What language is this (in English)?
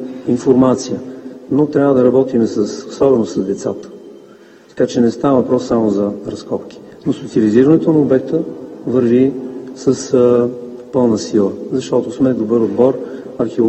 Bulgarian